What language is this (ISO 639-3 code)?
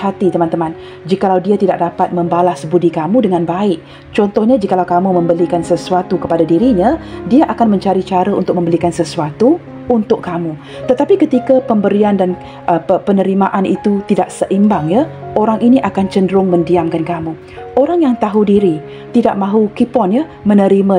msa